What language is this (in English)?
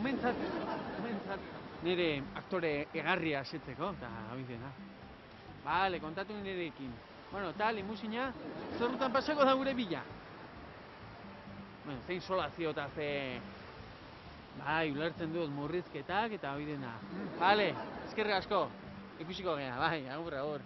Basque